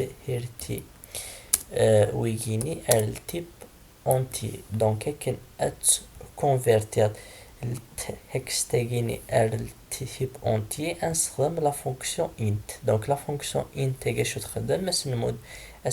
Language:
Kabyle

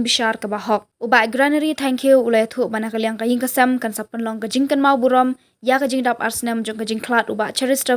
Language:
Khasi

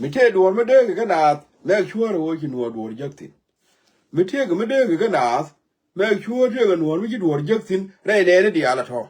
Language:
Nuer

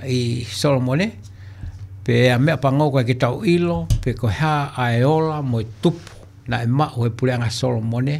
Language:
Tongan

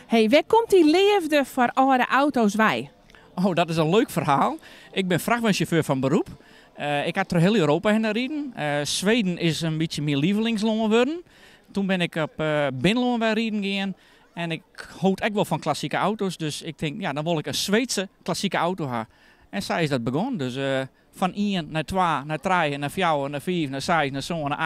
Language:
Western Frisian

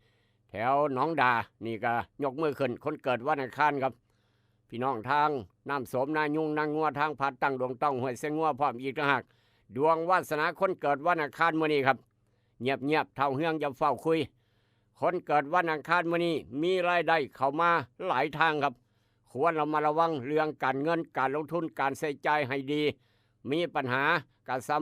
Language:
Northeastern Thai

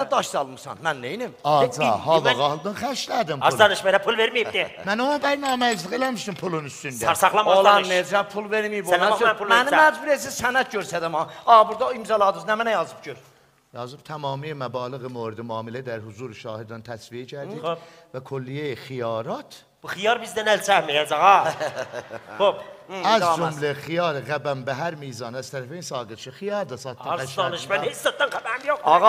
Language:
South Azerbaijani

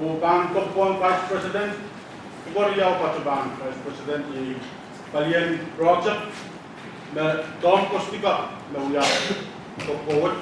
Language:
Pohnpeian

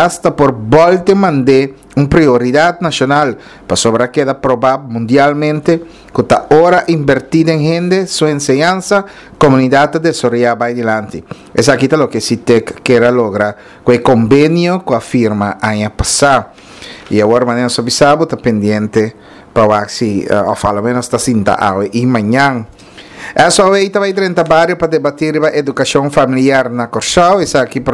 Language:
Papiamento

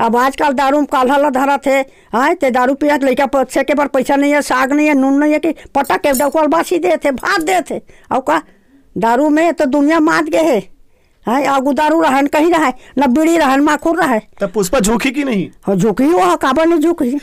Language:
Chhattisgarhi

